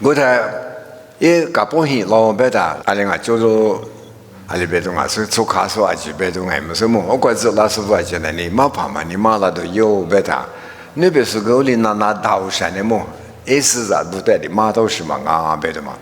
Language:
Lisu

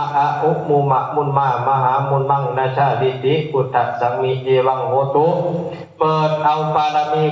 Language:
Northeastern Thai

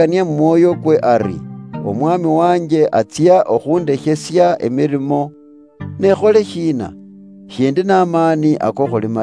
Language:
Luyia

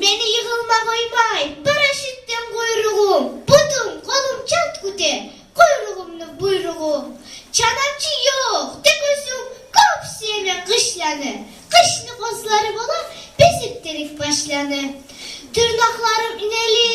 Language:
Kumyk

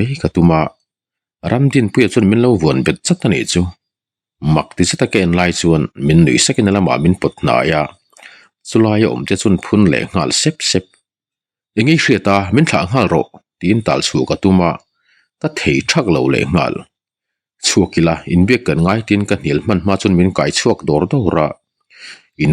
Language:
Mizo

